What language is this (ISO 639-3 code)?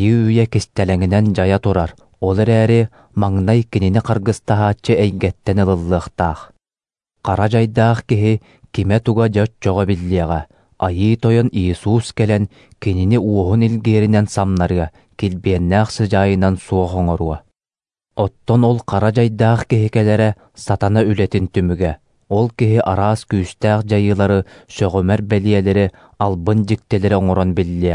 sah